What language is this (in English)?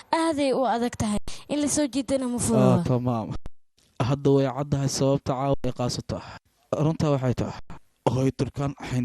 Somali